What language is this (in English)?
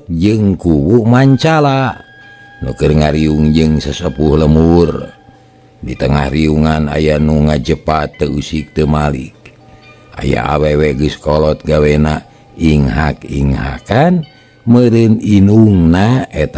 Sundanese